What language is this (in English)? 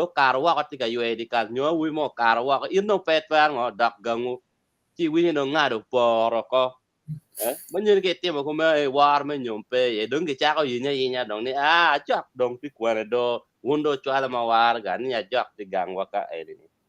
Acoli